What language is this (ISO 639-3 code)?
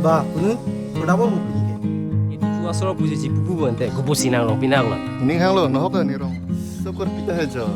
mjw